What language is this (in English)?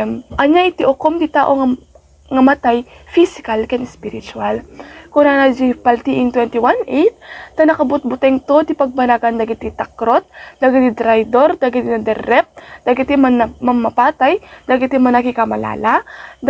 Iloko